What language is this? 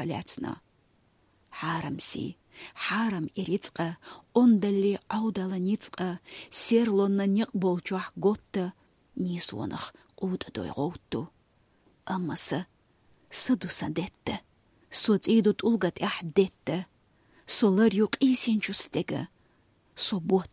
Chechen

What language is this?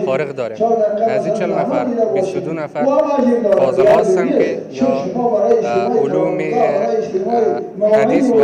Pashto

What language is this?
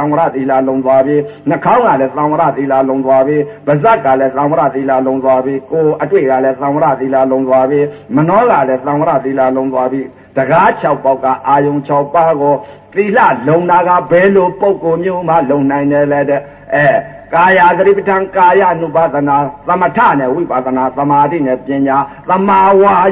Burmese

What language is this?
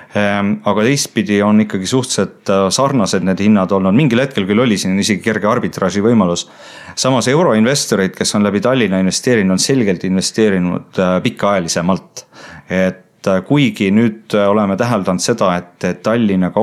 Estonian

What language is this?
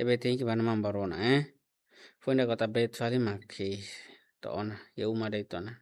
Tetum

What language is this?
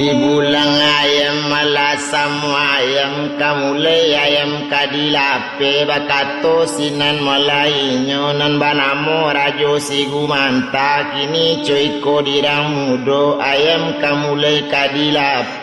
Minangkabau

